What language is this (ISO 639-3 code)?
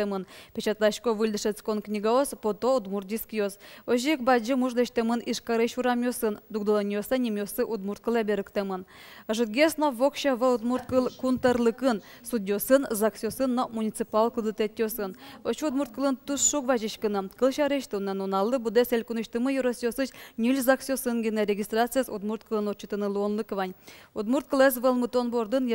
udm